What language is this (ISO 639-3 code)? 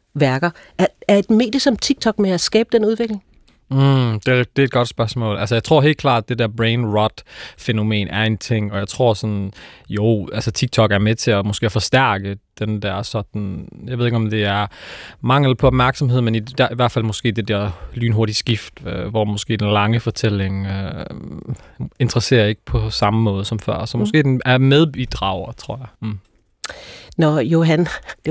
dan